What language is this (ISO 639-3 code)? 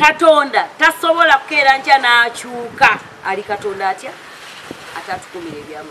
lug